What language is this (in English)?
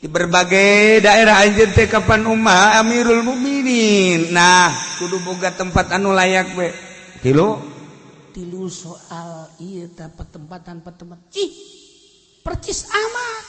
Sundanese